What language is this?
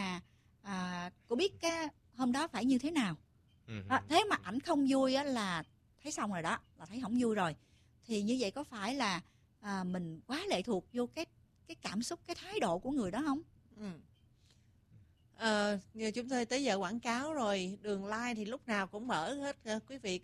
Vietnamese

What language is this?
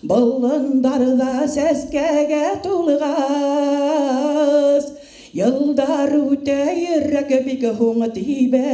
Bashkir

